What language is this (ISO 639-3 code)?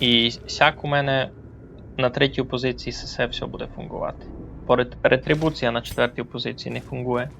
rue